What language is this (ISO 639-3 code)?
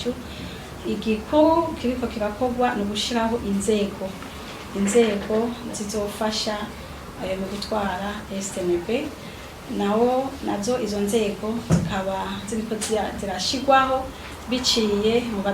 run